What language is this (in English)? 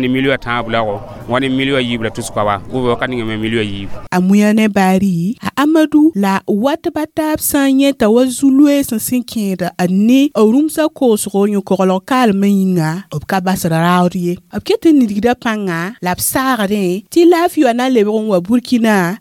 Mossi